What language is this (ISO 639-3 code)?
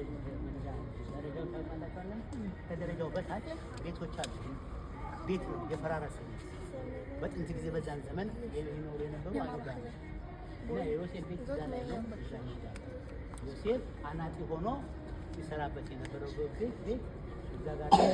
amh